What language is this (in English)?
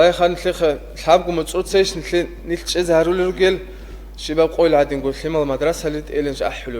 Avaric